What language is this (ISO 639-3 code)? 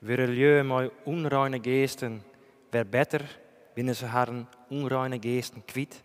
fry